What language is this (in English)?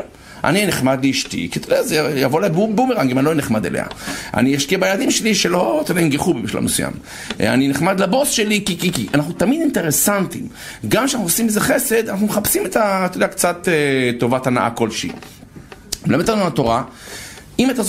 Hebrew